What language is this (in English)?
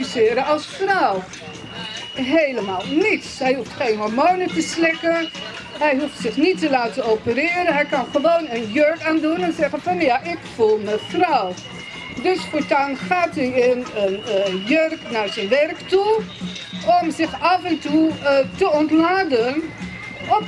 Dutch